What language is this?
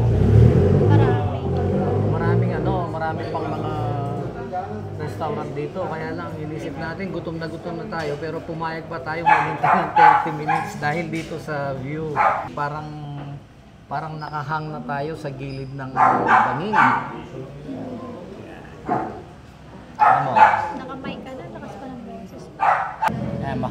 Filipino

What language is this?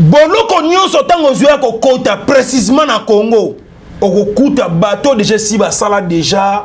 Lingala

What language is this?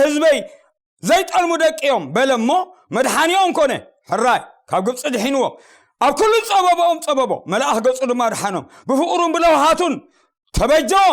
Tigrinya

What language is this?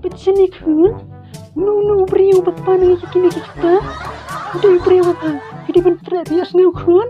Khasi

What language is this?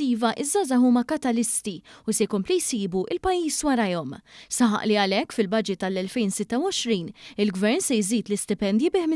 Maltese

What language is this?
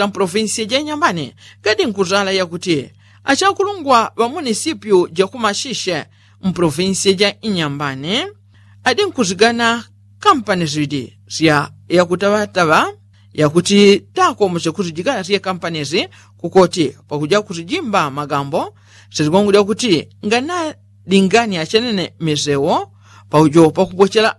Yao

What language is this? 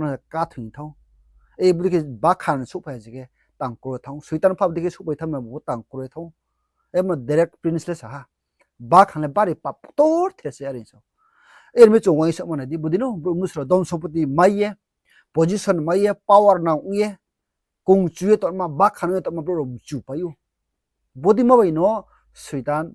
Riang (India)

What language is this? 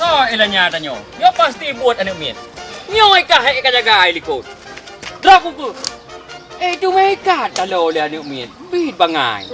Achinese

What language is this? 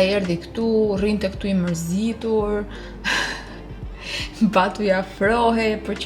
Albanian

